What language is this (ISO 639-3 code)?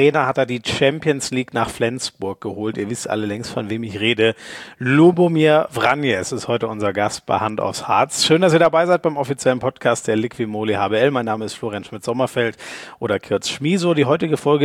deu